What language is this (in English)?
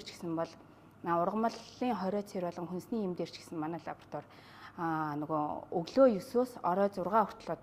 Mongolian